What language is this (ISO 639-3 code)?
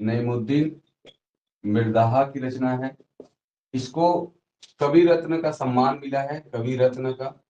sck